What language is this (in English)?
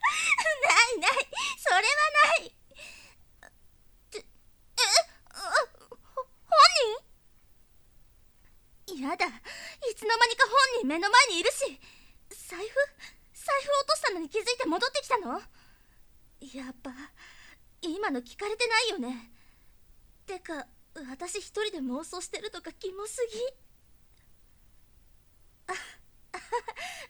Japanese